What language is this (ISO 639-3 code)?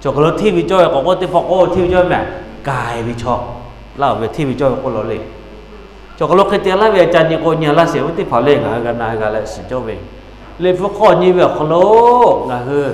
lhu